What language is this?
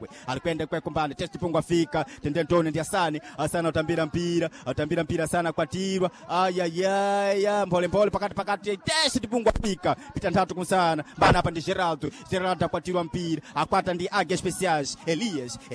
Sena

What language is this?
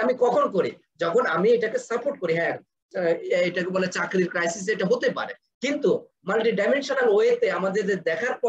Bangla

